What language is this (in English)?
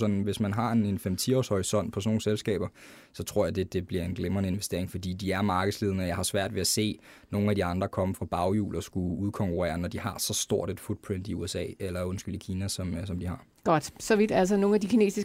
Danish